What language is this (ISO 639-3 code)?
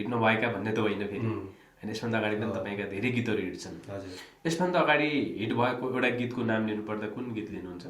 nep